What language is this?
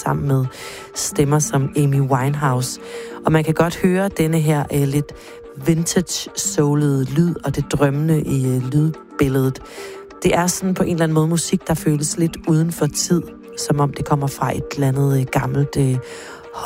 Danish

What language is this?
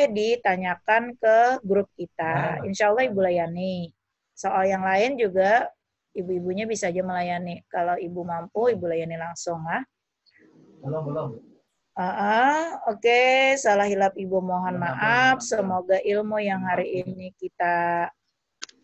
Indonesian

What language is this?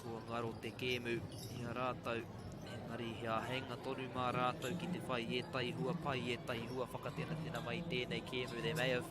Māori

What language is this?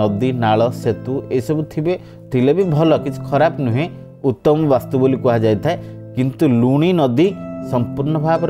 Odia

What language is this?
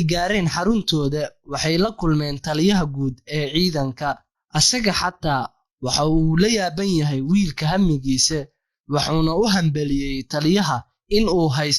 Somali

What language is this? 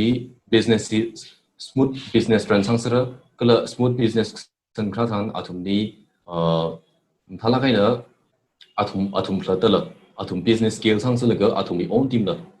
Tangkhul Naga (India)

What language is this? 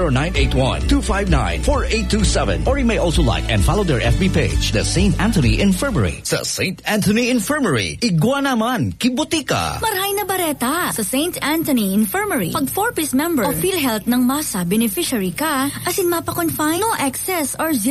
Bikol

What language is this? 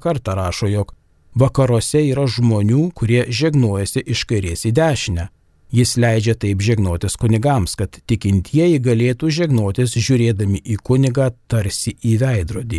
Lithuanian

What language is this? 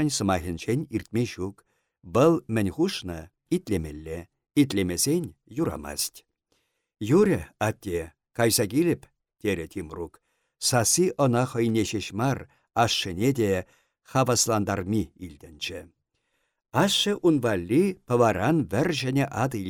Chuvash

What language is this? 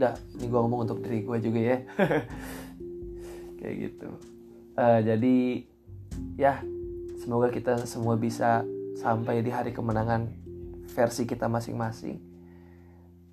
Indonesian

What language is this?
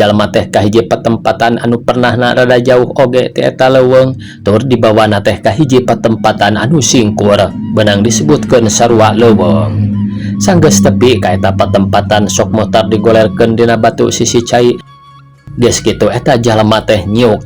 Sundanese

